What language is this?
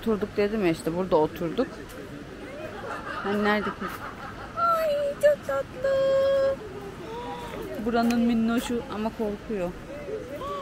Turkish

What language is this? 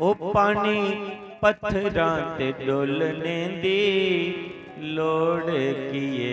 Dogri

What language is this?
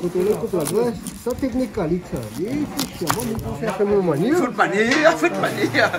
Réunion Creole French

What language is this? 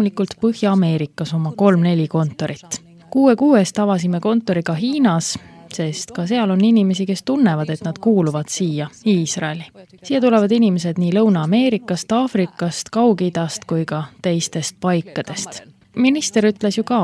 Estonian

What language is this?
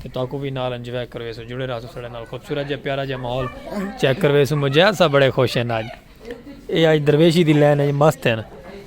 Saraiki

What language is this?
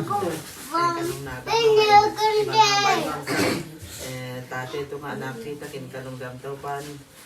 Tedim Chin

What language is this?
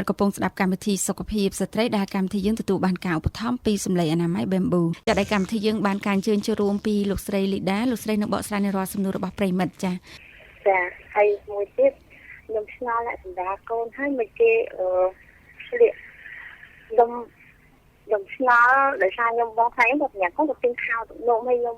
Khmer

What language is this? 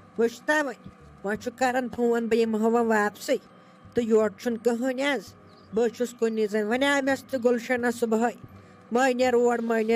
Kashmiri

